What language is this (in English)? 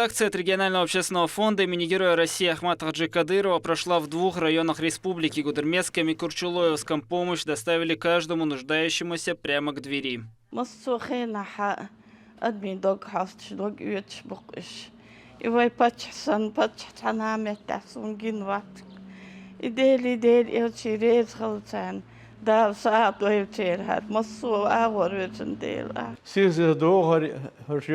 Chechen